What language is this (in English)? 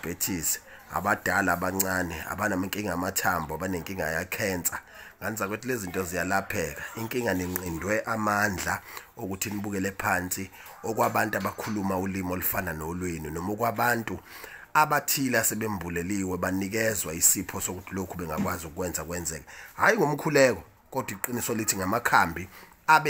Zulu